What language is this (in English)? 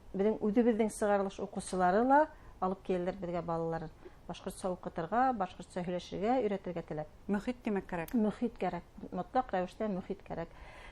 Bashkir